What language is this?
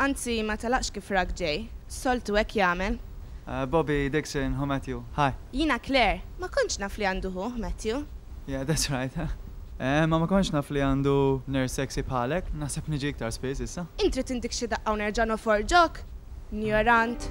Maltese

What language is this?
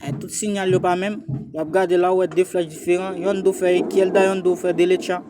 Haitian Creole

